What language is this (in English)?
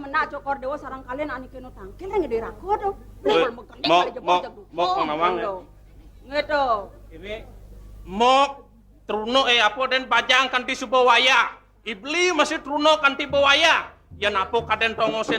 Balinese